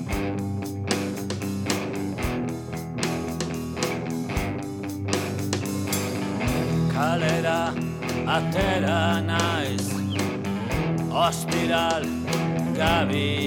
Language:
Basque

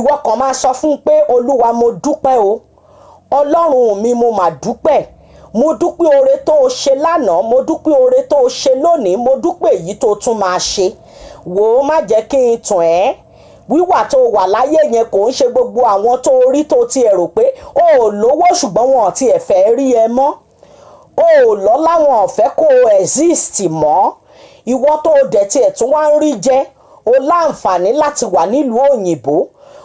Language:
Yoruba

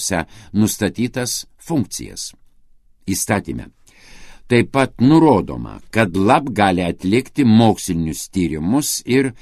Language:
Lithuanian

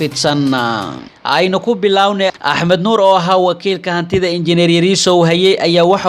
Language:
Somali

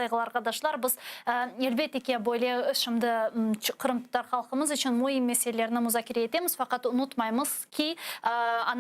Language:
Crimean Tatar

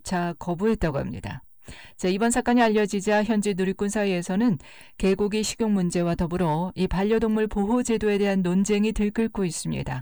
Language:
Korean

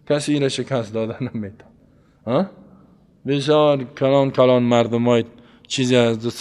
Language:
Persian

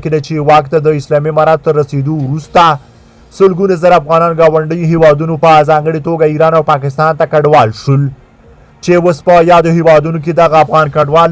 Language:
Pashto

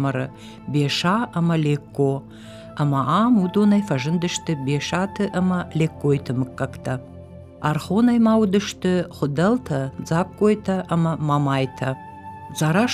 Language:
Ossetic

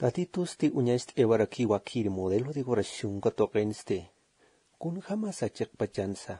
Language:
Aymara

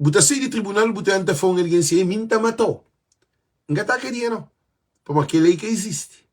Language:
Kabuverdianu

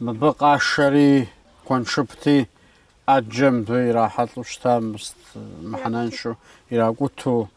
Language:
Kabardian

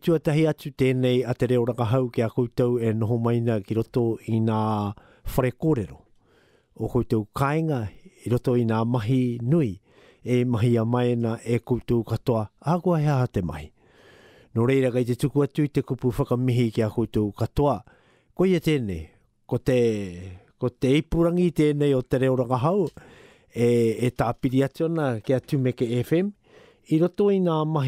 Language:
Māori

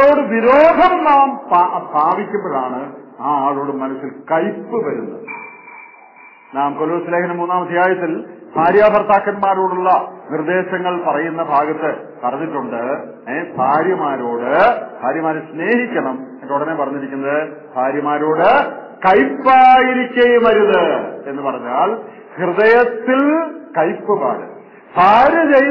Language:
Malayalam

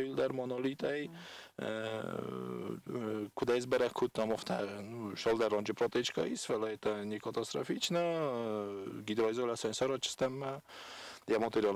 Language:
Ossetic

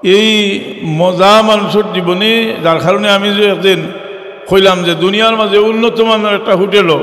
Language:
Sylheti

